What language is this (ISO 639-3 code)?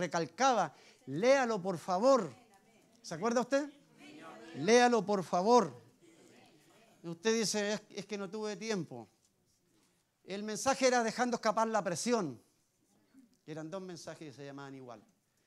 spa